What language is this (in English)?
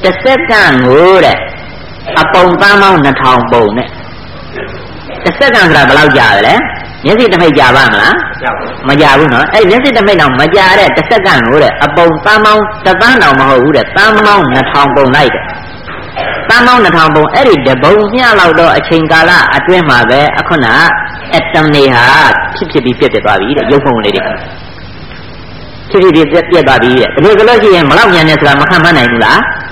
Burmese